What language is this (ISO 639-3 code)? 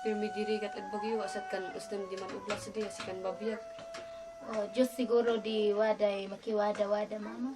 kne